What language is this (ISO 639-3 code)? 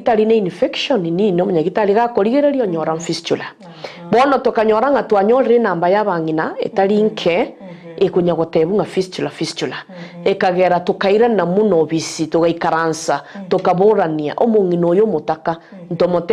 guz